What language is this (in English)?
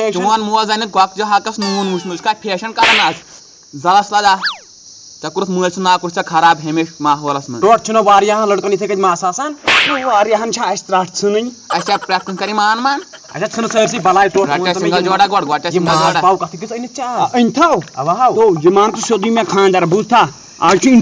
Kashmiri